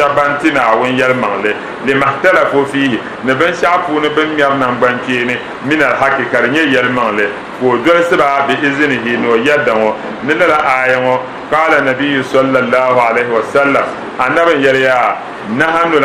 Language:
Dagbani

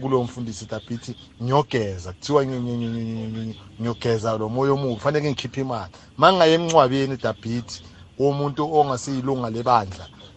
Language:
South Ndebele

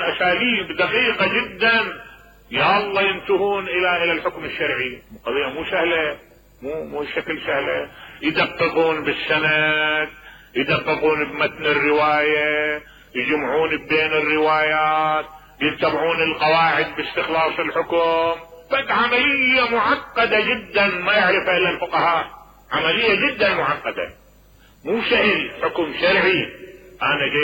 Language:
Mesopotamian Arabic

